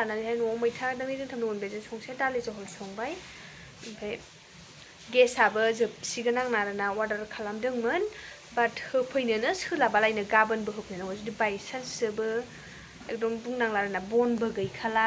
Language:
Bodo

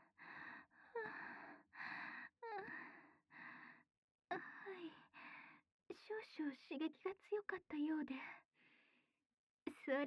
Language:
Japanese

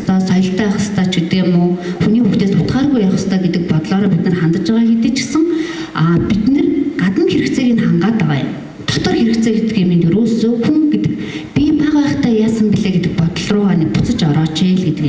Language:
Mongolian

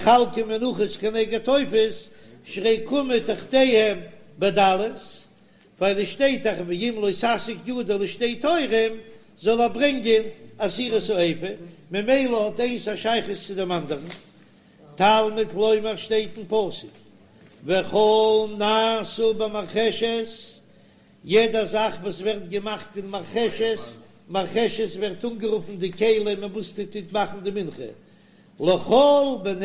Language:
Yiddish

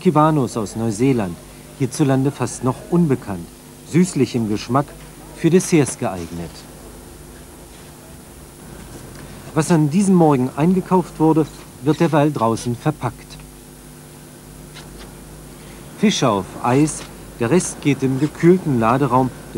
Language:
German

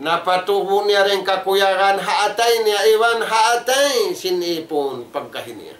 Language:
Tausug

